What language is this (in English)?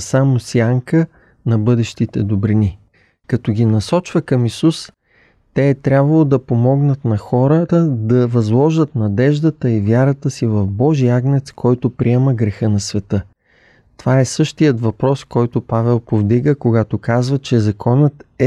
Bulgarian